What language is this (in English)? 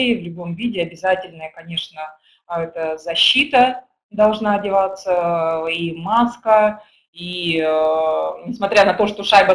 Russian